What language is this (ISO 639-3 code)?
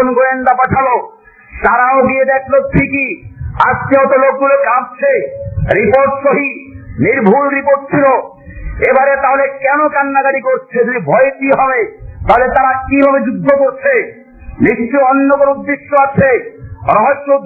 ben